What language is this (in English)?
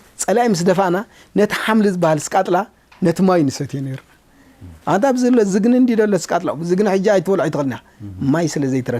Tigrinya